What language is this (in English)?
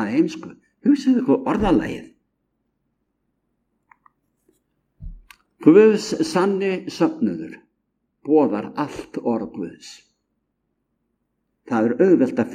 Icelandic